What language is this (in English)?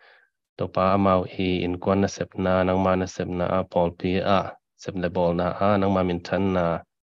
Tedim Chin